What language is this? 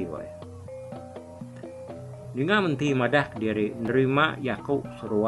Iban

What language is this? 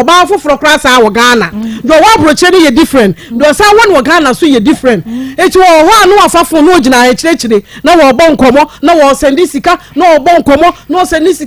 Akan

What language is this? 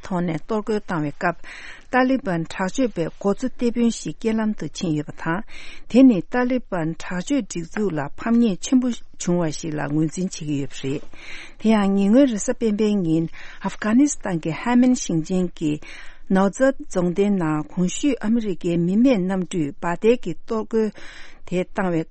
Tibetan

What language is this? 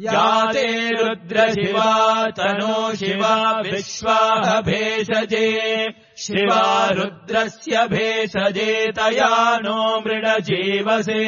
Sanskrit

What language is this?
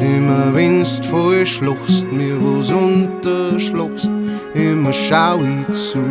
Bavarian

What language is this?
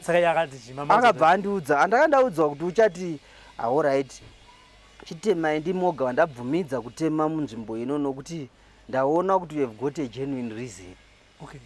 Shona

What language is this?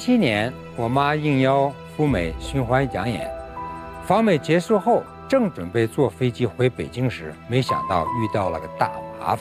Chinese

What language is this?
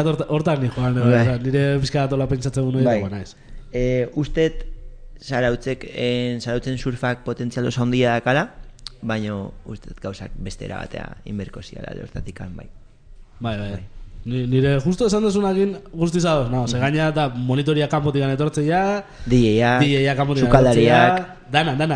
Basque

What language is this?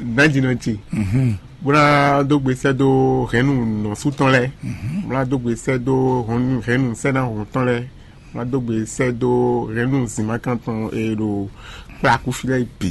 Fon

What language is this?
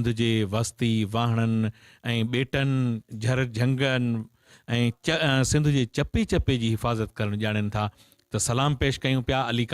Sindhi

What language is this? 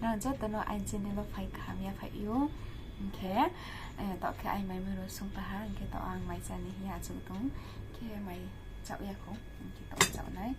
Riang (India)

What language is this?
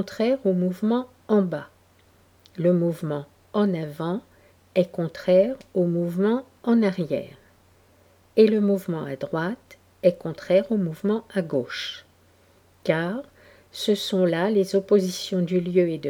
French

